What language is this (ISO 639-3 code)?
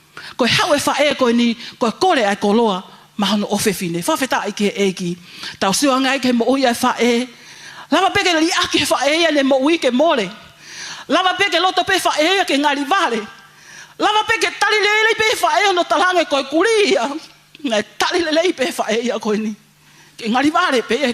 ton